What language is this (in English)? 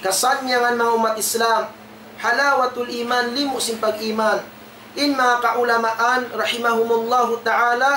Tausug